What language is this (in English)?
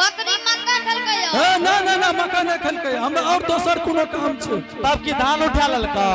Angika